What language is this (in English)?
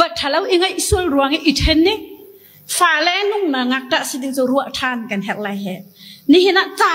Hakha Chin